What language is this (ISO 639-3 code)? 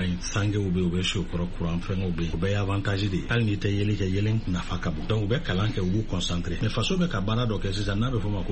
bam